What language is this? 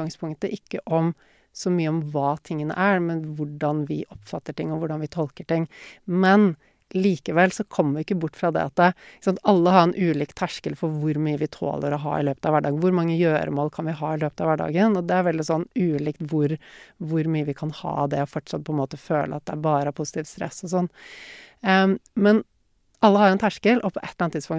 Norwegian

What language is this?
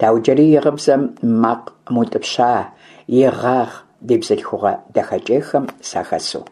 Kabardian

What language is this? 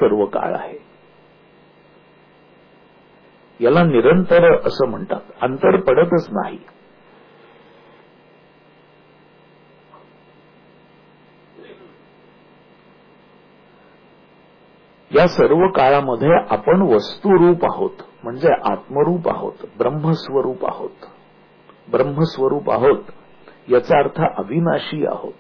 Marathi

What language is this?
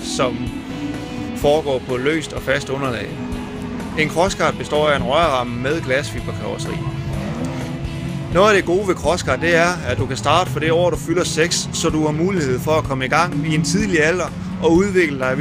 Danish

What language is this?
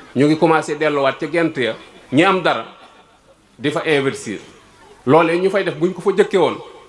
Wolof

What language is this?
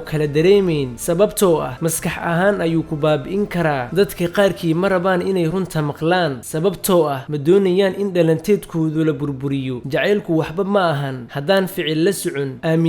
Somali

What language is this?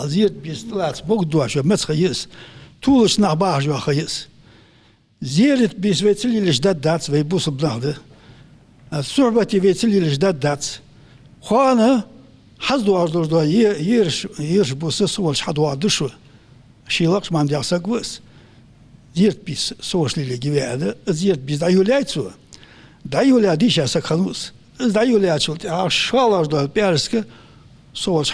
Ingush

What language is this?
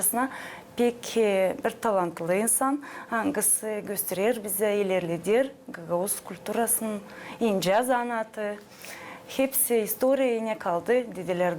Gagauz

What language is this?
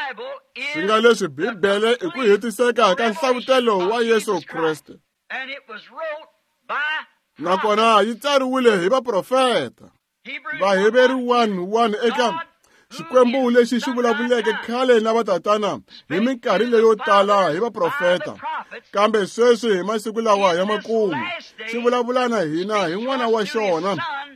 Tsonga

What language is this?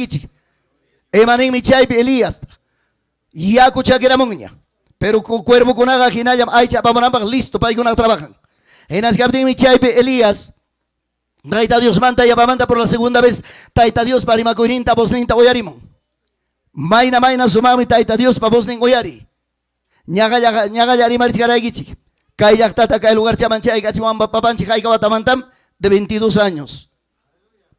Ayacucho Quechua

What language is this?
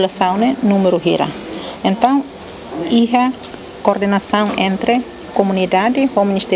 Tetum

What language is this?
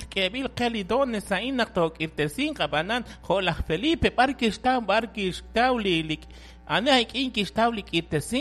Kekchí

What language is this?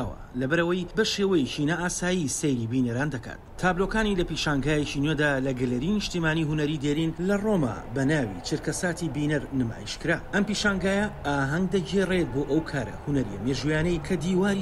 Kurdish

